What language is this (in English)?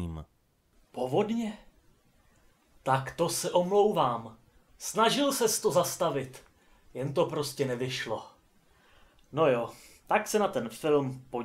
Czech